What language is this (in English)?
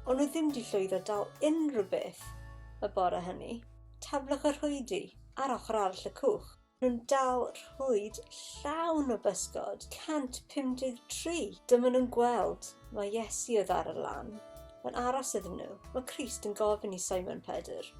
Welsh